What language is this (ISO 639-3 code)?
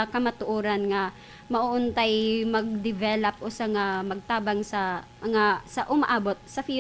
ceb